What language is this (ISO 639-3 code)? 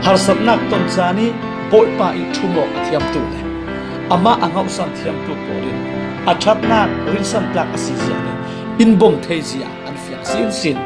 cfm